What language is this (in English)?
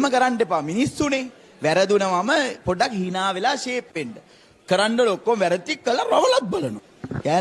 Sinhala